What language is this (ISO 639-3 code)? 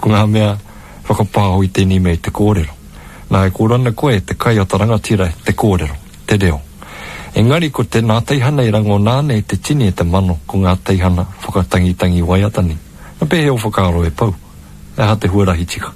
mri